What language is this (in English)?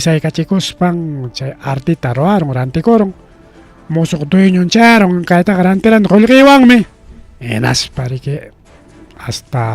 Ayacucho Quechua